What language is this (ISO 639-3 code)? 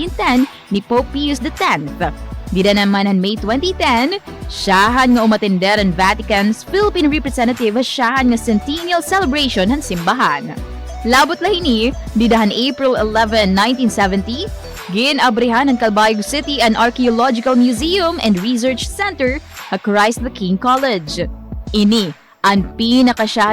war